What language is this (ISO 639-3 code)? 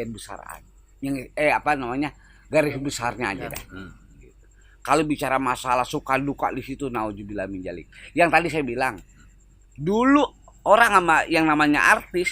bew